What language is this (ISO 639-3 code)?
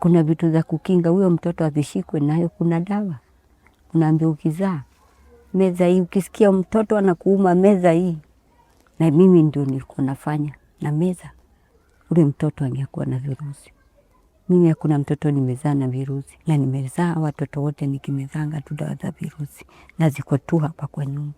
swa